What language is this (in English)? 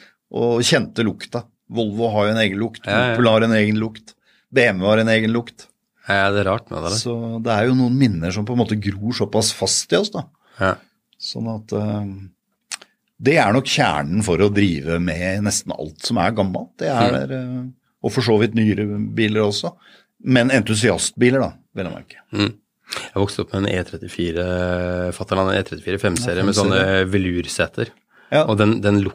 Norwegian